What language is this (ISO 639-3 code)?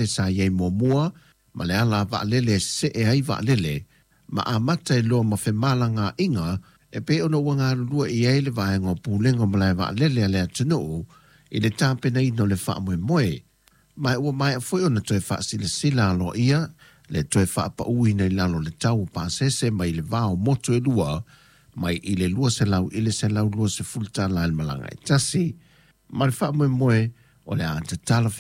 smo